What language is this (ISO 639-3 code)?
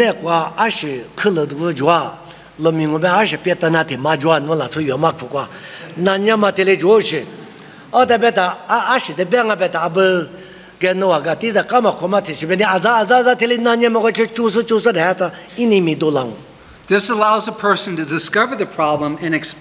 lis